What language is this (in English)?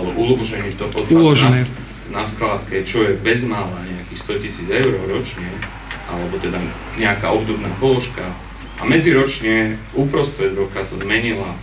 Slovak